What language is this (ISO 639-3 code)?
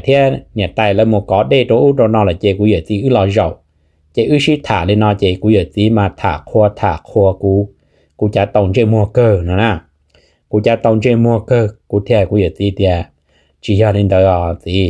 hmn